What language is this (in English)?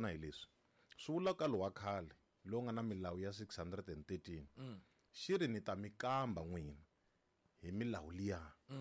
Tsonga